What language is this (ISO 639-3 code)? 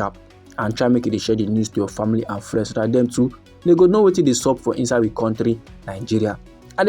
pcm